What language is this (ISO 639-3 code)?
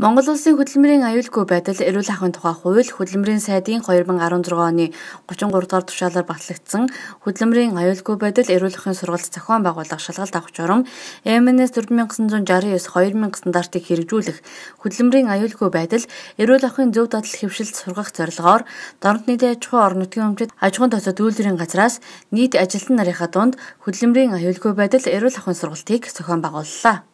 mon